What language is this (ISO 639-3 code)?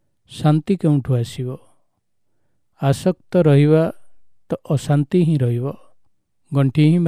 ori